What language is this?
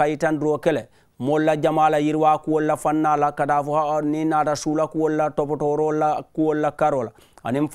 Mandingo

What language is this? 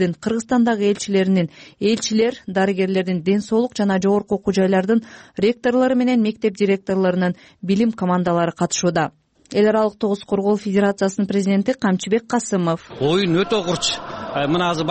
Kyrgyz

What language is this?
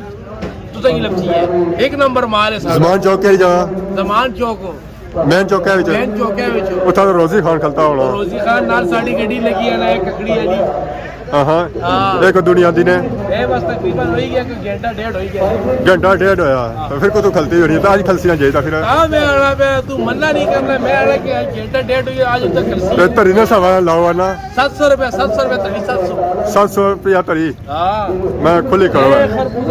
Pahari-Potwari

